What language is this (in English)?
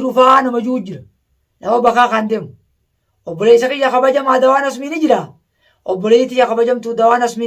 Oromo